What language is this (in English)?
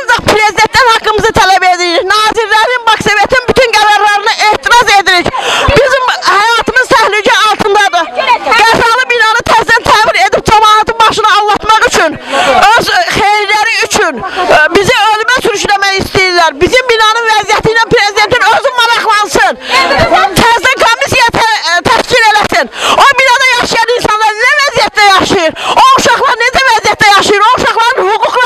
Azerbaijani